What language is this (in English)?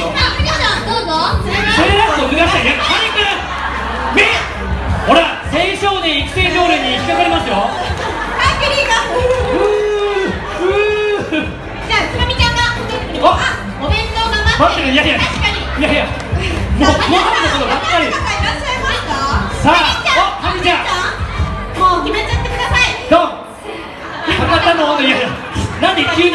Japanese